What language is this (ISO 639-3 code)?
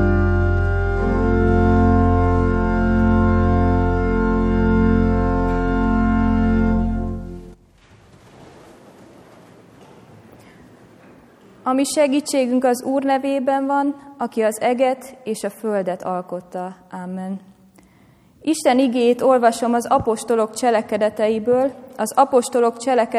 hun